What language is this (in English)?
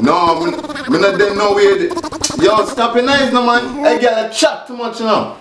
Jamaican Creole English